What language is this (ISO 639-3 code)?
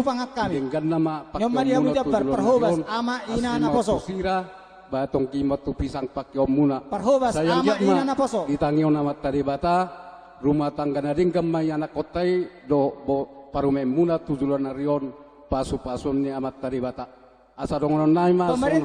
bbc